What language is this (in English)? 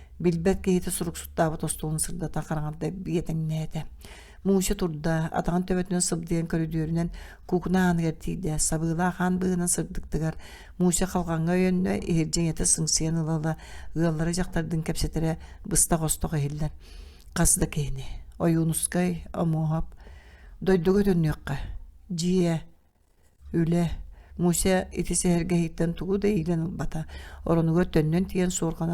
Yakut